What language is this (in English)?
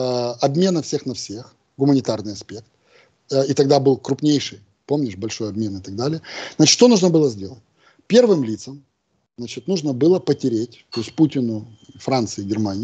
Russian